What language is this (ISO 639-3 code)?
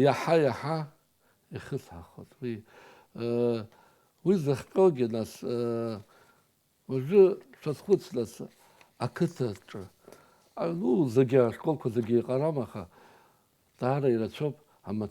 abk